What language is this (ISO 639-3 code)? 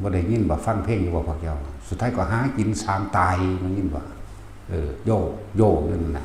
tts